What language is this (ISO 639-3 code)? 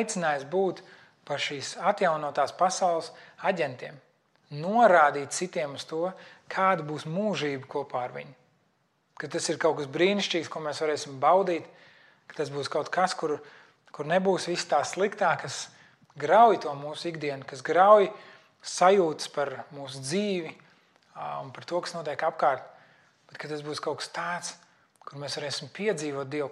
lav